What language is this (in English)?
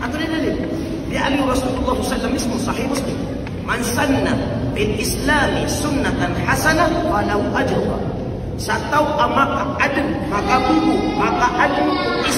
Maranao